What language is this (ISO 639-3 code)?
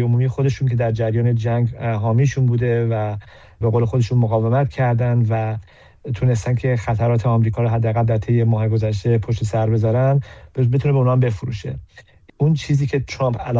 fas